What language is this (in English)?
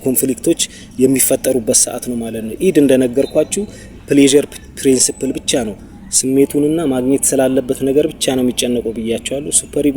Amharic